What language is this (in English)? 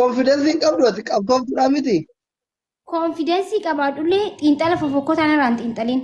Oromo